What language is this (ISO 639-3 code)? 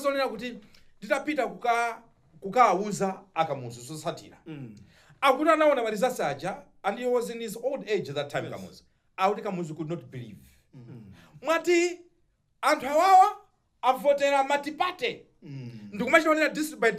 nya